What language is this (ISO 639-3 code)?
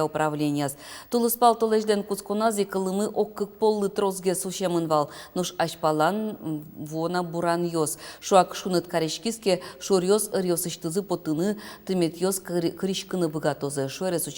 udm